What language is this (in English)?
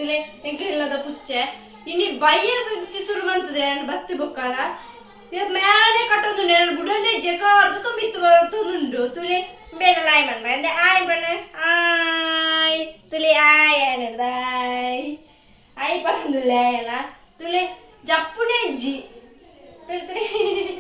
Tulu